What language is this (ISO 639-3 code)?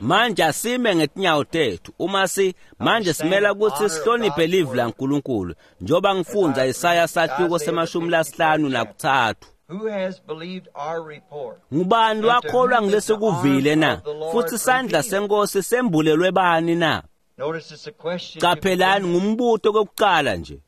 ssw